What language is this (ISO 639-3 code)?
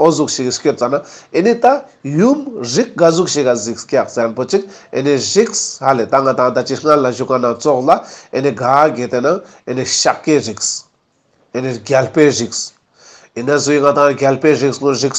lbj